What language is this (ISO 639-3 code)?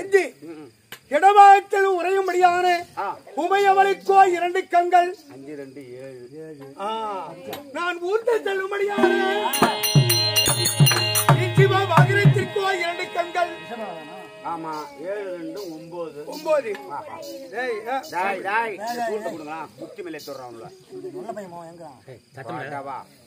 tam